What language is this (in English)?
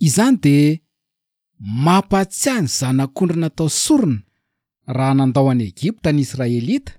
Malagasy